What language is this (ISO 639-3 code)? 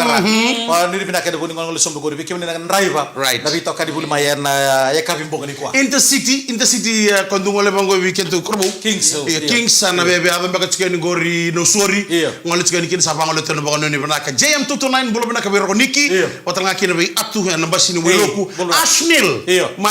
fij